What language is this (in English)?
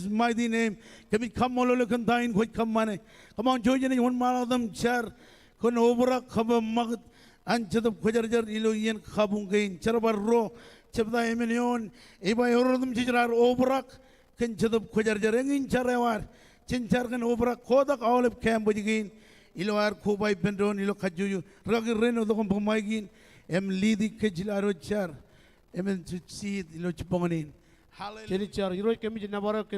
Marshallese